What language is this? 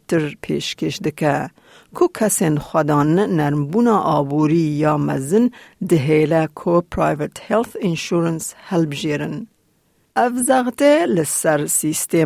Kurdish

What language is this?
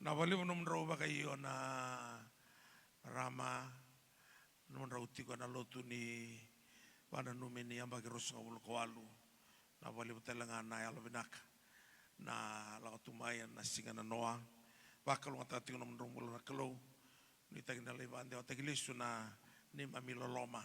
Fijian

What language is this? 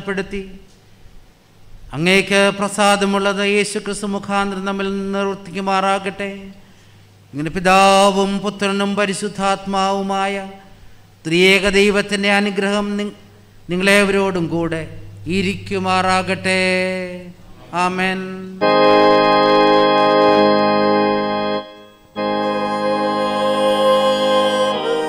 Malayalam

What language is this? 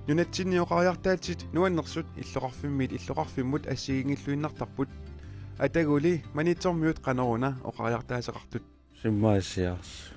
Kalaallisut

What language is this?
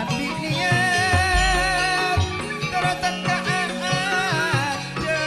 Madurese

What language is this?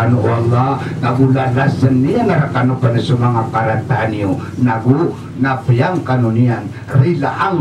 Maranao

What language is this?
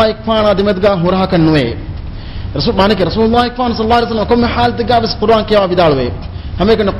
Divehi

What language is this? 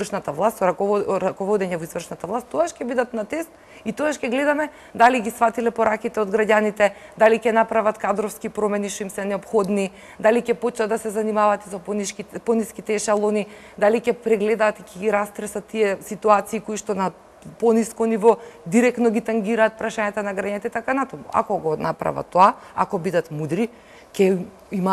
Macedonian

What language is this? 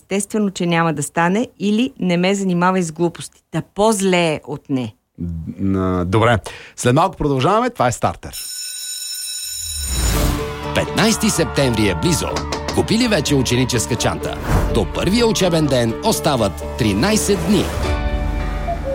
Bulgarian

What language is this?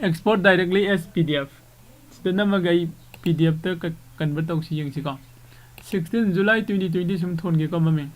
Manipuri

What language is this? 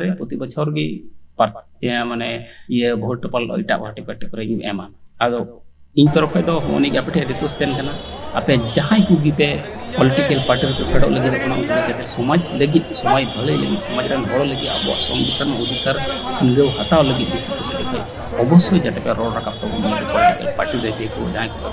Santali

